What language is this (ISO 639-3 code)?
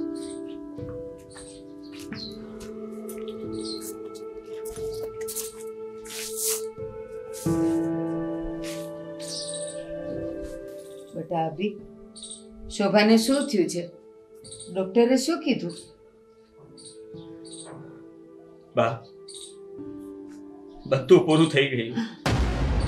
guj